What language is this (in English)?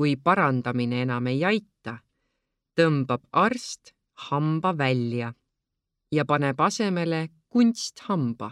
Estonian